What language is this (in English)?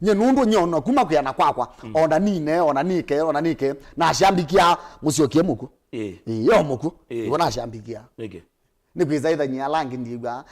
Kamba